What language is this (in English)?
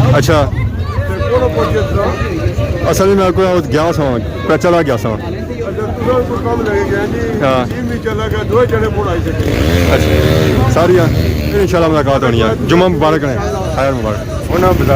Pahari-Potwari